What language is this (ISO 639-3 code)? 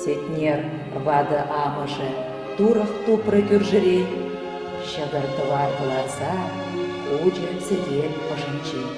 chv